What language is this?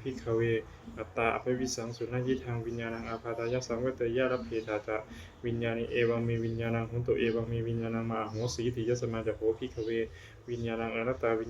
Pali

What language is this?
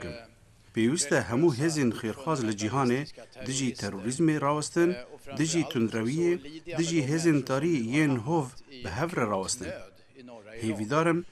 Kurdish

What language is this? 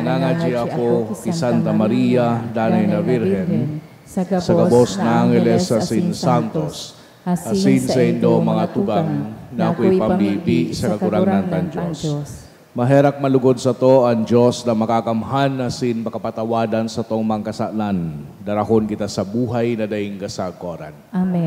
Bikol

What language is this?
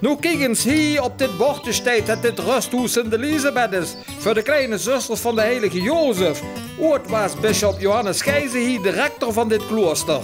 Limburgish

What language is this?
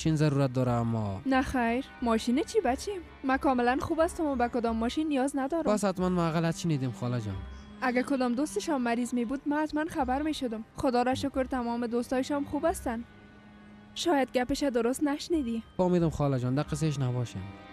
Persian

